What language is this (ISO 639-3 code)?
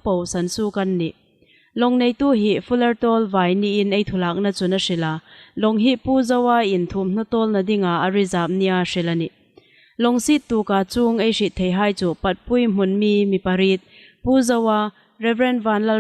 hmr